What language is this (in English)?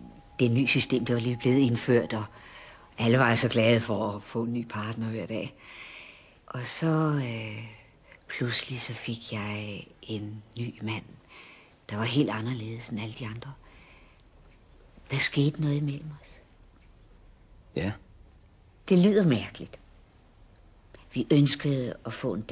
Danish